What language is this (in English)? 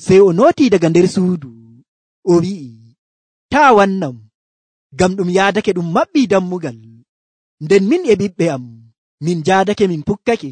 Nigerian Fulfulde